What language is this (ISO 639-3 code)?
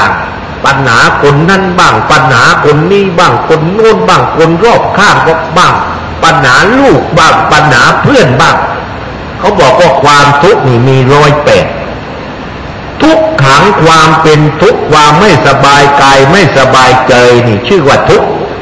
tha